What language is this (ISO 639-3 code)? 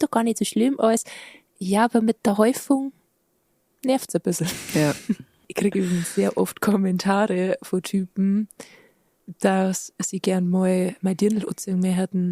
bar